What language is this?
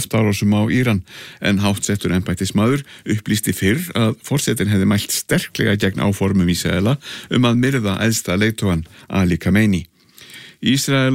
Icelandic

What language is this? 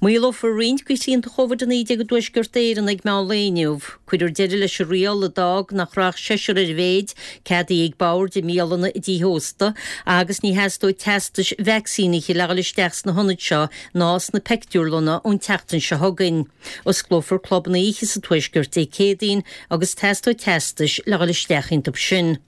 Irish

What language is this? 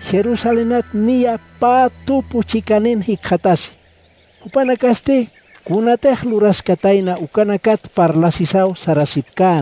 Aymara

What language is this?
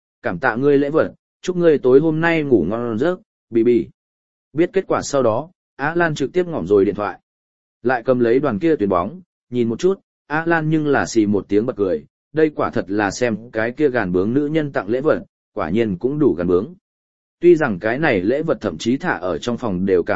Vietnamese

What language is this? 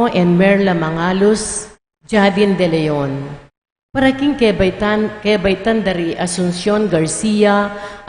Pampanga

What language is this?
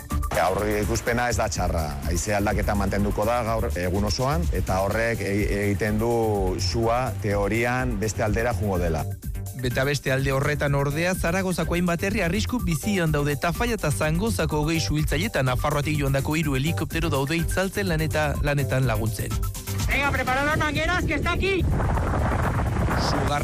Basque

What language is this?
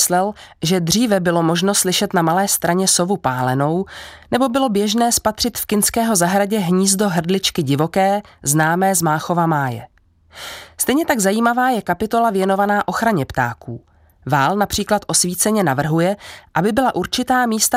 Czech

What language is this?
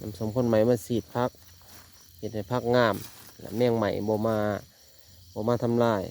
Lao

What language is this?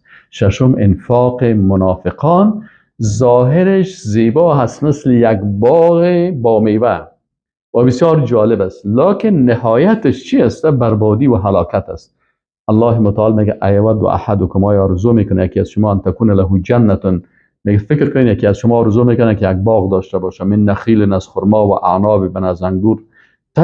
Persian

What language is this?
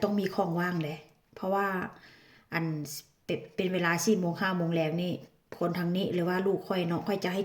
Northeastern Thai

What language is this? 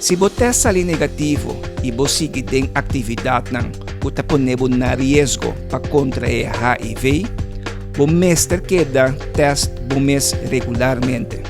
Papiamento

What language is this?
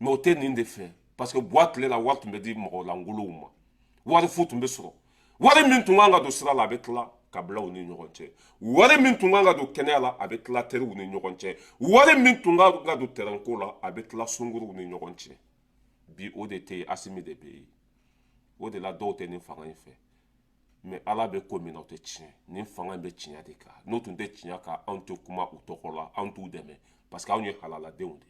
Bambara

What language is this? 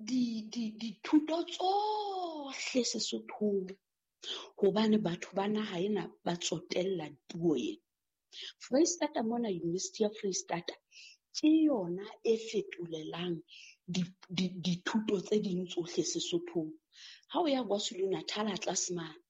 Southern Sotho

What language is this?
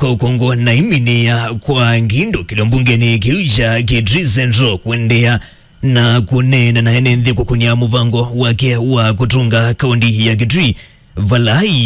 Kamba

